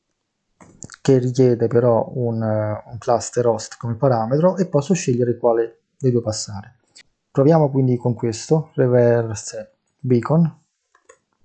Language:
Italian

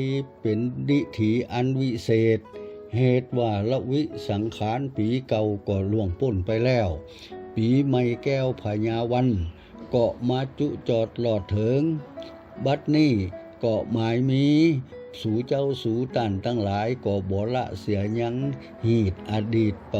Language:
Lao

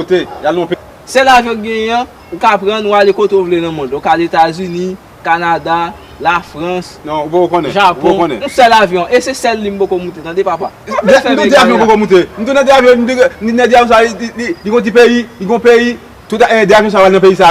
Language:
Haitian Creole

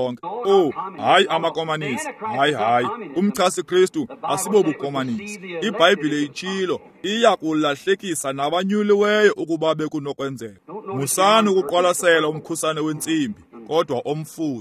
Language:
Xhosa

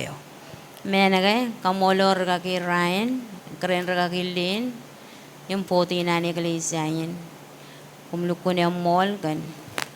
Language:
Marshallese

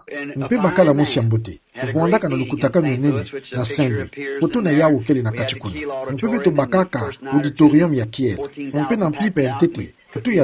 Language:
Kituba (Democratic Republic of Congo)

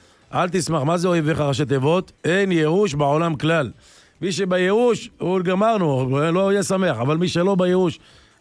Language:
Hebrew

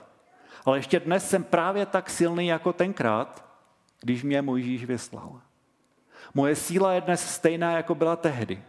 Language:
Czech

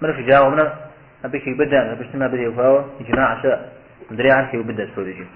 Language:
Kabardian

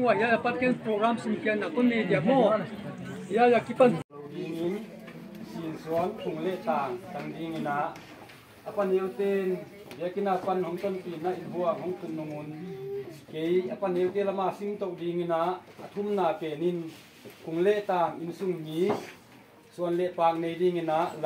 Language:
Paite Chin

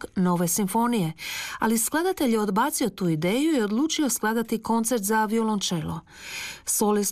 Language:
Croatian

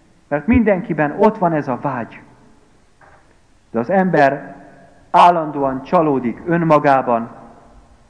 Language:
Hungarian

